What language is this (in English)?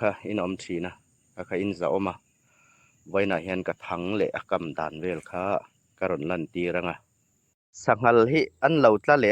Hmar